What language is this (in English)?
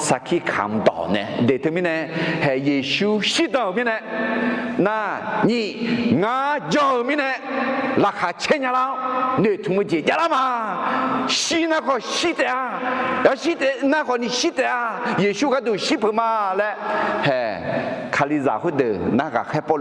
Akha